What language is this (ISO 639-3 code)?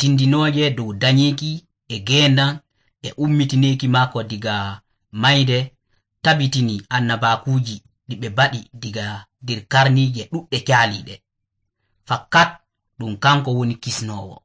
fuv